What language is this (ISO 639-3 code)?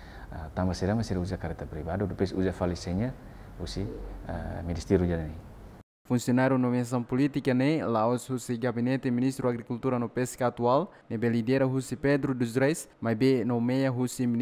tet